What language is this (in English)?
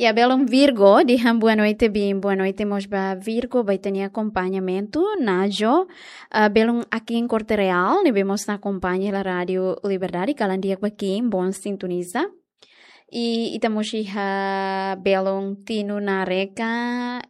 Tetum